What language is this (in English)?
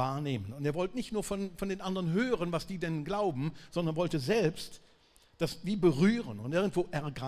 Swiss German